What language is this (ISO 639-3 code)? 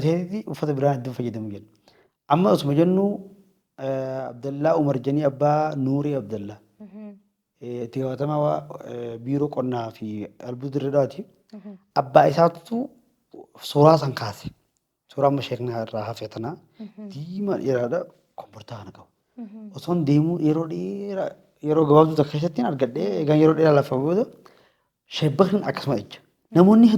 orm